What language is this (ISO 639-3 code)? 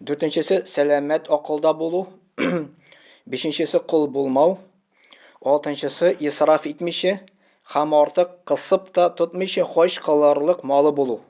tat